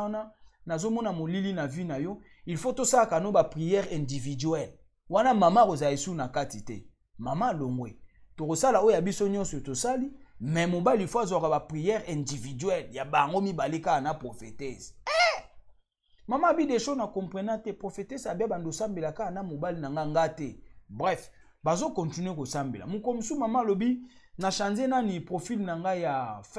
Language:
Lingala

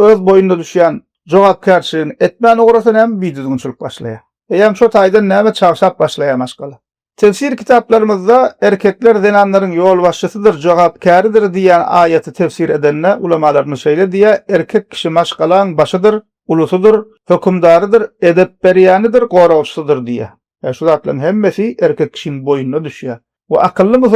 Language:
Turkmen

